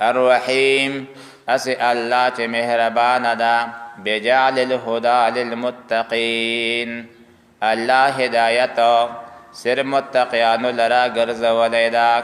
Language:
Pashto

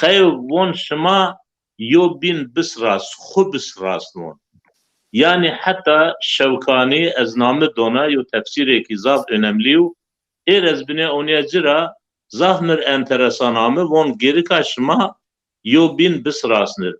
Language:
Zaza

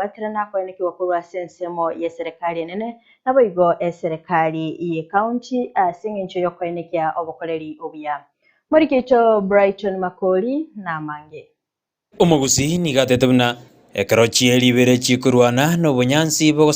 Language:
Gusii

